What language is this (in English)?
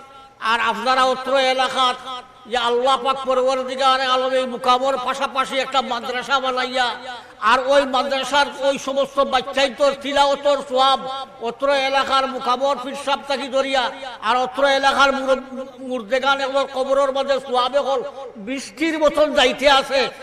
Sylheti